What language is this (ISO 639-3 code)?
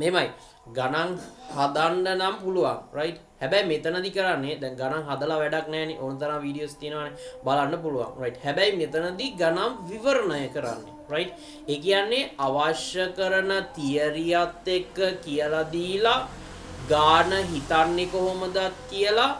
sin